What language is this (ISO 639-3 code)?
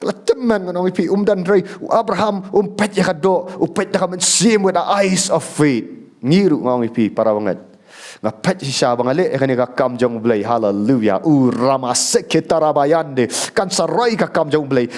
kha